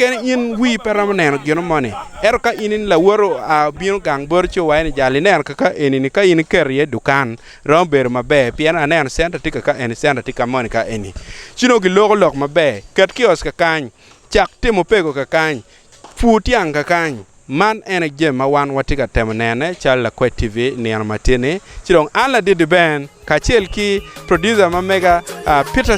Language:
Acoli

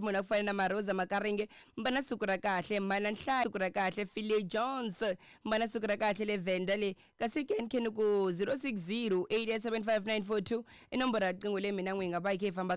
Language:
Tsonga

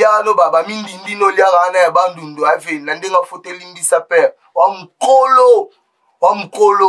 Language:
Lingala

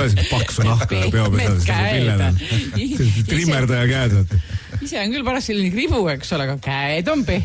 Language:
Estonian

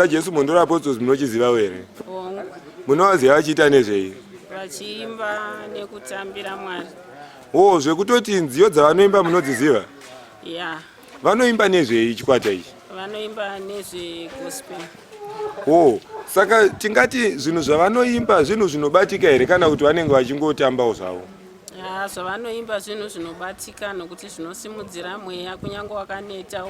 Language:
Shona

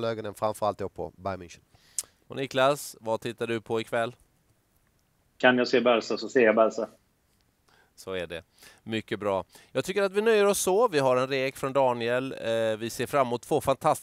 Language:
Swedish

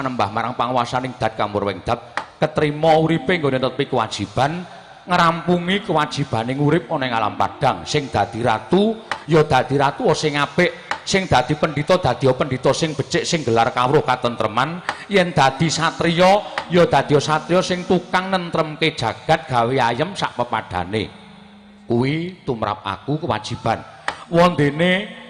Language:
Javanese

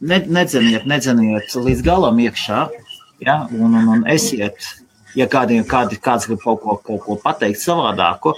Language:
Latvian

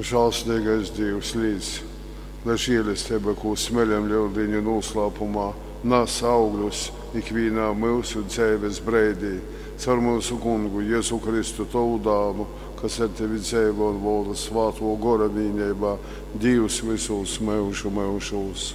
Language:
Latgalian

